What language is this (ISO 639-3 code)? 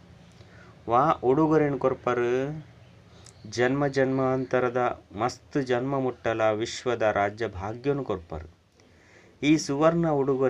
tcy